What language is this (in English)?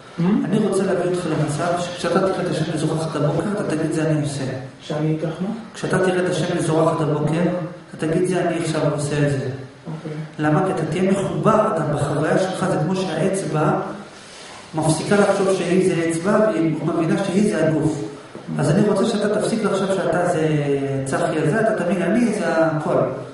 Hebrew